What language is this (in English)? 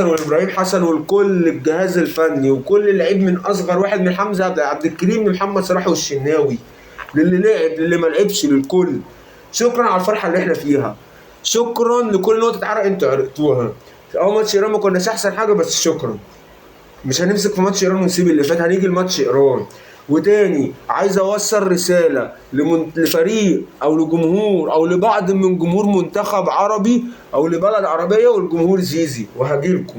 Egyptian Arabic